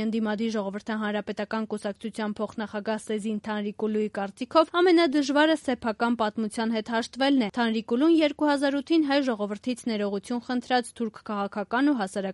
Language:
Armenian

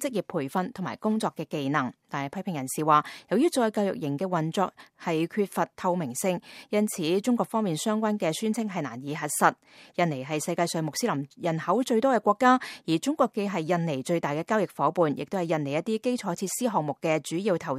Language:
Cantonese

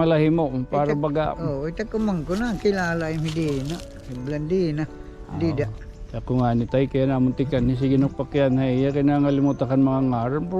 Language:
Waray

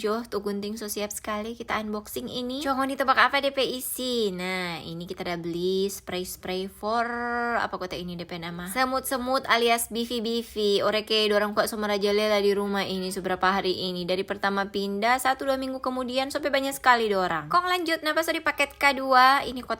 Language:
Manado Malay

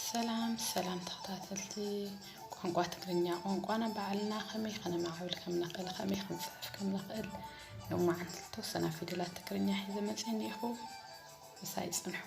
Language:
Tigrinya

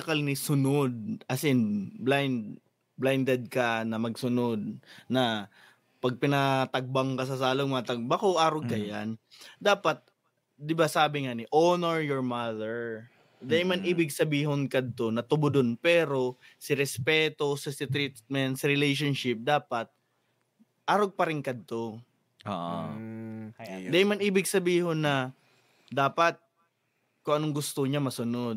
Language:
Bikol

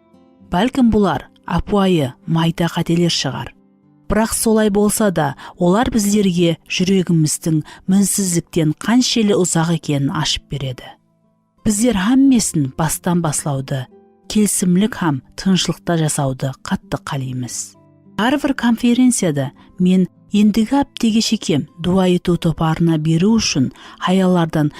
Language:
Kara-Kalpak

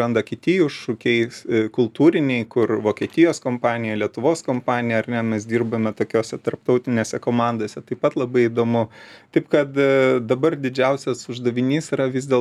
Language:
Lithuanian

